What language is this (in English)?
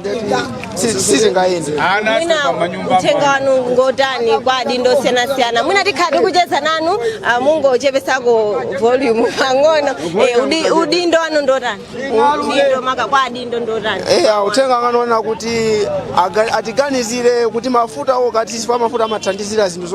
Nyanja